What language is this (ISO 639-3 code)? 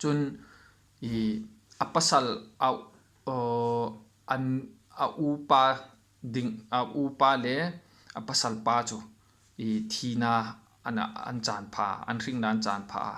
hmr